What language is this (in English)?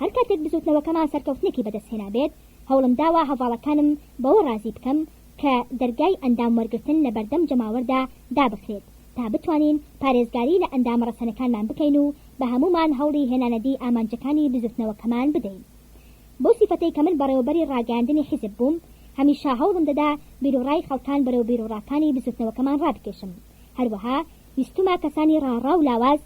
Central Kurdish